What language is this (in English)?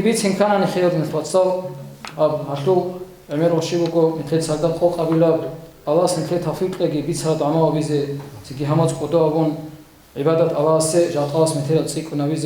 Avaric